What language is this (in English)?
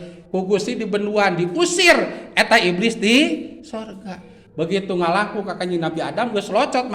Sundanese